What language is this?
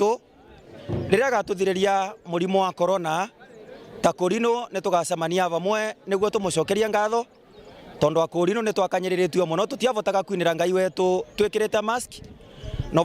Meru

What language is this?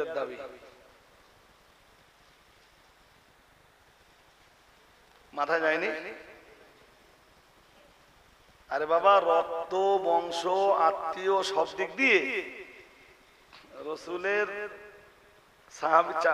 Bangla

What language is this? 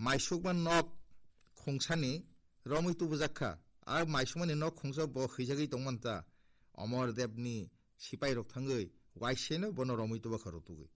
Kok Borok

